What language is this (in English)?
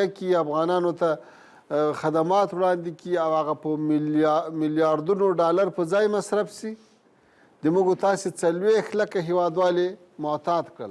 Pashto